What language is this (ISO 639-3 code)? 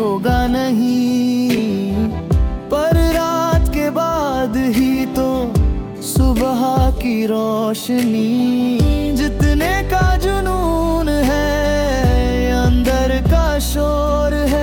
hin